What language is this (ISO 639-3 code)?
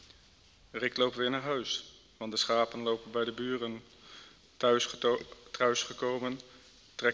nld